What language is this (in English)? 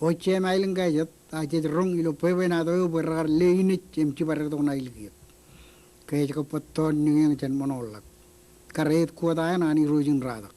Marshallese